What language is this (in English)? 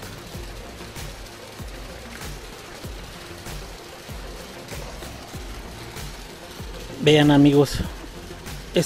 Spanish